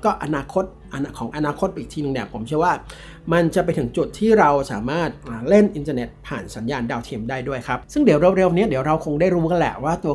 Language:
Thai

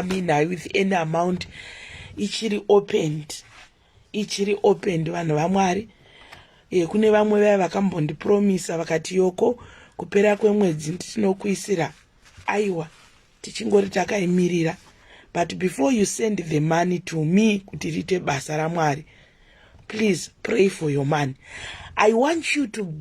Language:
Shona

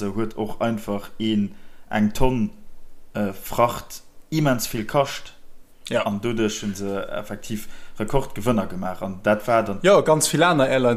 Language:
Luxembourgish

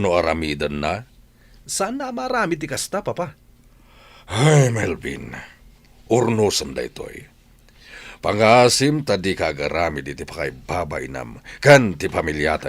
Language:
Iloko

